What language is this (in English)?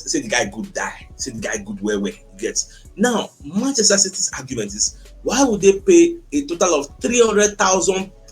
Nigerian Pidgin